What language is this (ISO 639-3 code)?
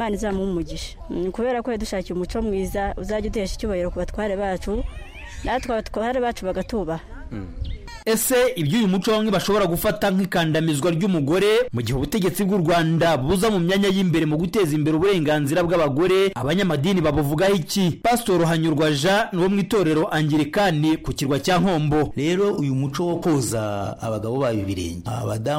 kin